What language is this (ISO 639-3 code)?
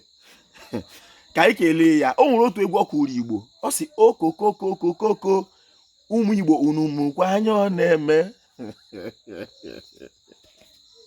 ibo